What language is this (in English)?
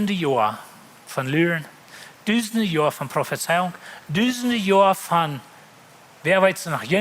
Plautdietsch